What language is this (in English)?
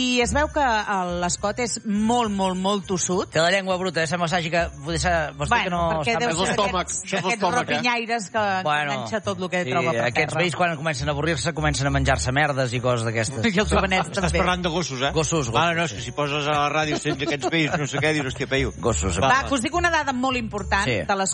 Catalan